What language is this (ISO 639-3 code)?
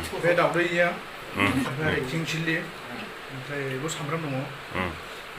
brx